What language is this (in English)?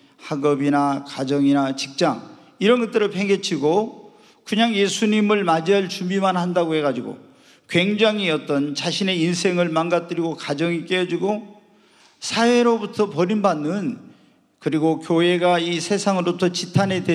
Korean